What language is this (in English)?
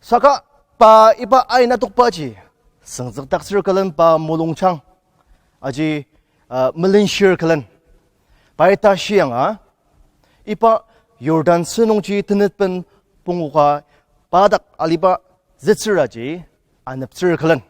Ao Naga